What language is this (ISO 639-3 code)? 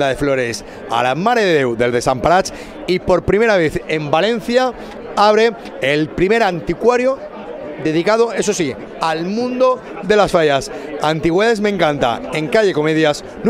spa